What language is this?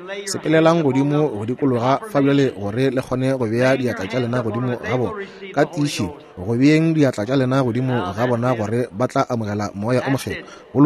Northern Sotho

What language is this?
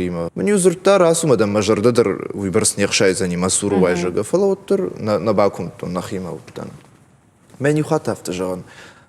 Ossetic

